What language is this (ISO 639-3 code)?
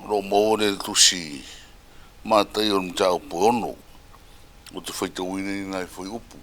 smo